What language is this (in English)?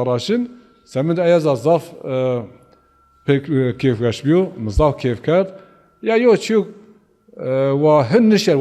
Zaza